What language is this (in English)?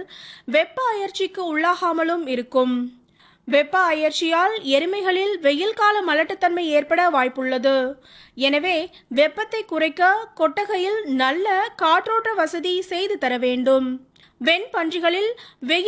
Tamil